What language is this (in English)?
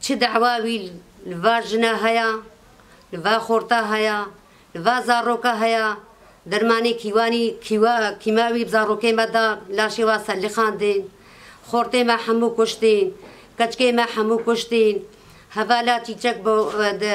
Kurdish